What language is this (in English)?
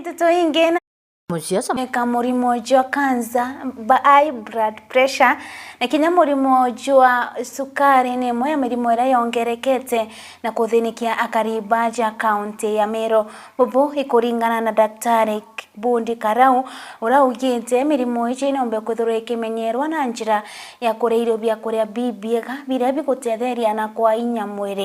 Meru